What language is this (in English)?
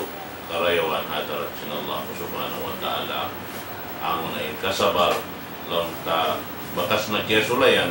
Tausug